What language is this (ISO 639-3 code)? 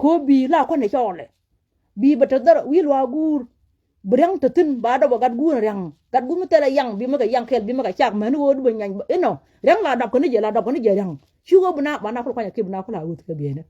nus